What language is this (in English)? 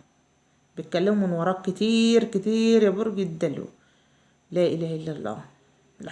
Egyptian Arabic